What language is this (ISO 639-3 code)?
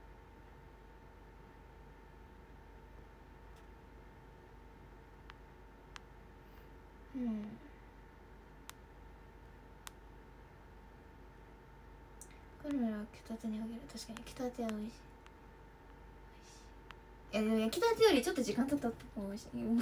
jpn